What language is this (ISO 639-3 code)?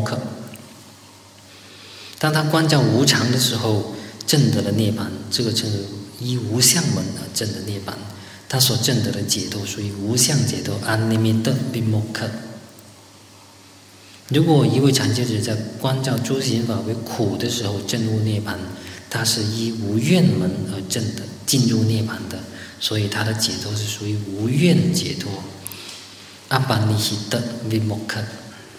zho